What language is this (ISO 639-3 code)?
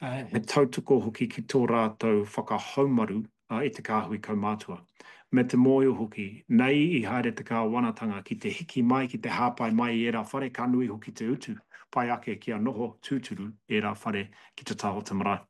mri